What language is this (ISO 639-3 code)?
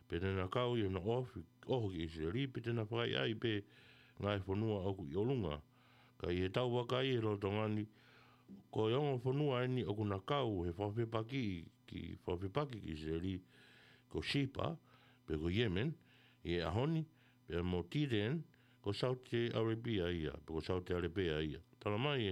ton